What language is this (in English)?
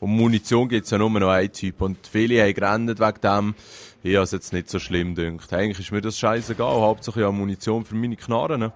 Swiss German